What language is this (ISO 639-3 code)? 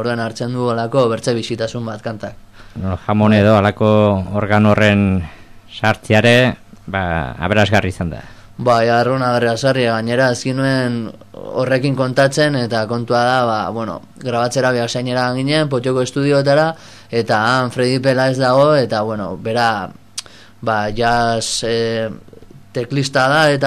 eus